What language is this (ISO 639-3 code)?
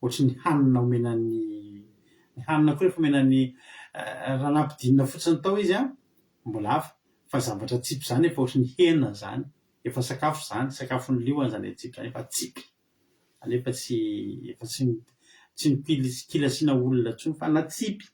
mlg